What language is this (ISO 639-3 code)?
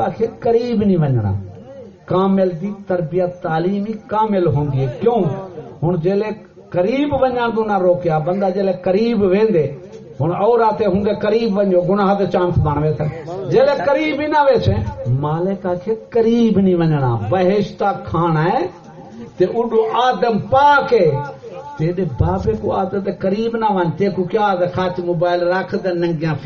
skr